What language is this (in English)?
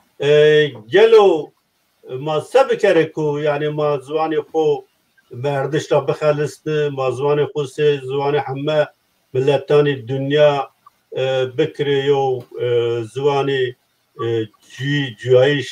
Zaza